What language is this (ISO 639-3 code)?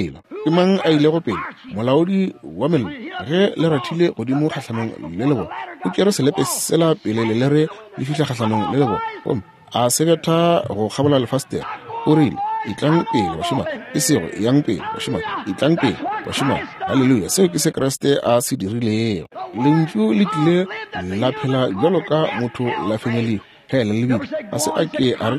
nso